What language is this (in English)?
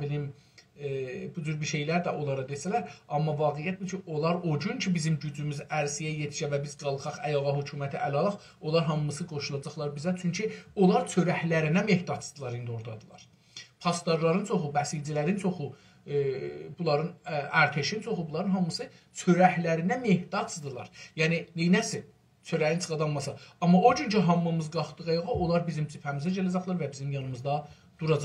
South Azerbaijani